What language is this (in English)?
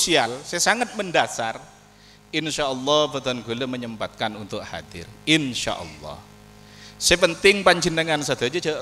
Madurese